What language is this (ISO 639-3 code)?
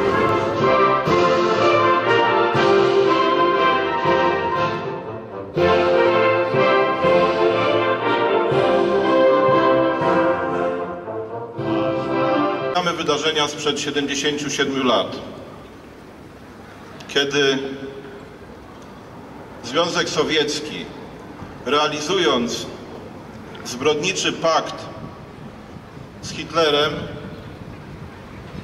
pol